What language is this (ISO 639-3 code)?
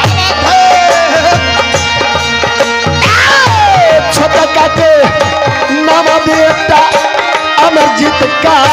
bho